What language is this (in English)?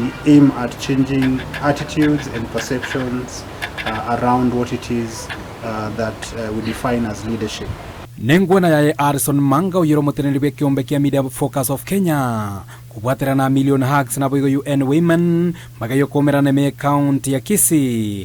Gusii